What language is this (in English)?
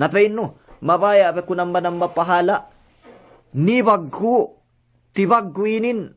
Yakan